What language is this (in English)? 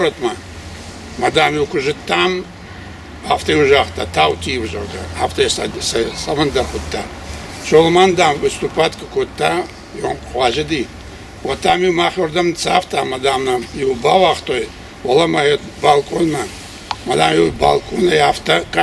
Ossetic